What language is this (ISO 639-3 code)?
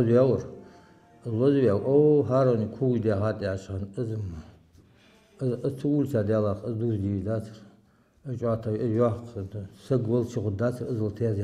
inh